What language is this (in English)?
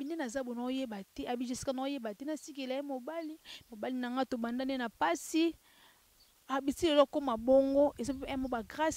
Lingala